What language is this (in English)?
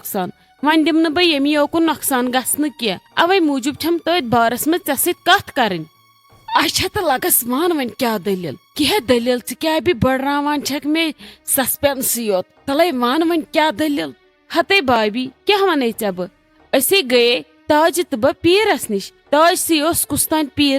Kashmiri